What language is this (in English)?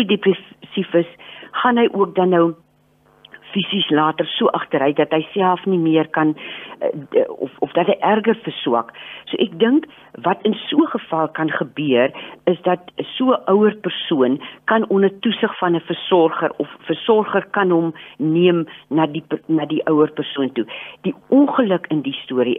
Afrikaans